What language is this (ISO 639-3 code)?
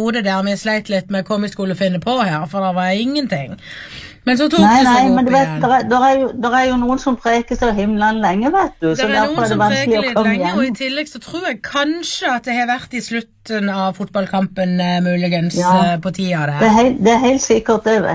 nor